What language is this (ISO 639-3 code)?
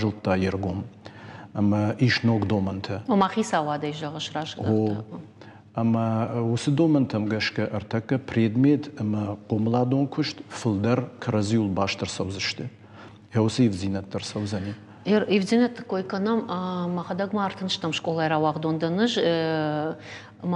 oss